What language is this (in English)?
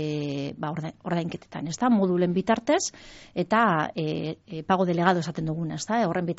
Basque